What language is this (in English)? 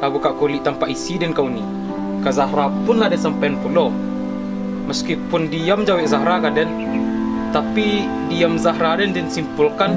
Minangkabau